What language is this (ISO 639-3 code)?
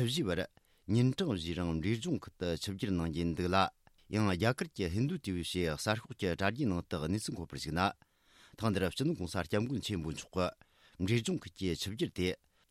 bod